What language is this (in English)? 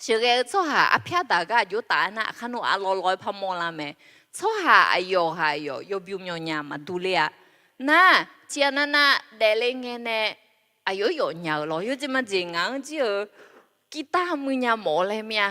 Akha